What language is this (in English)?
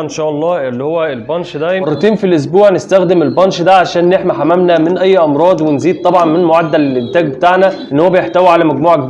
Egyptian Arabic